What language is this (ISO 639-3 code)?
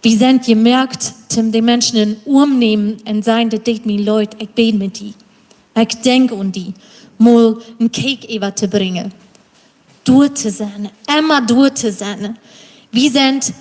pdt